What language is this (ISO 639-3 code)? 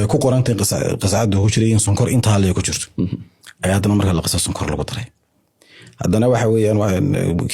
som